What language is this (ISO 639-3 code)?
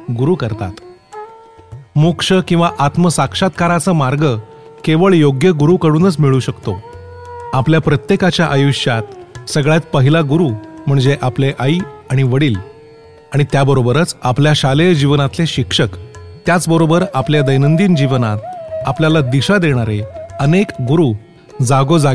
mar